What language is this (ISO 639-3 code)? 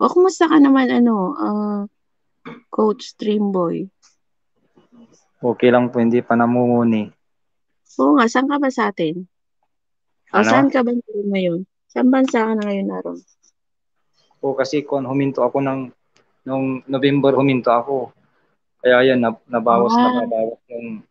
fil